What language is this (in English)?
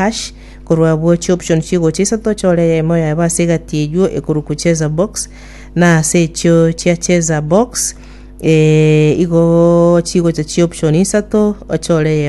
Gusii